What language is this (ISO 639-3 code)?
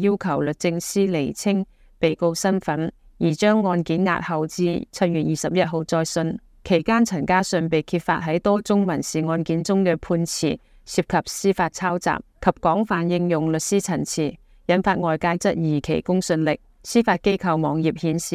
yue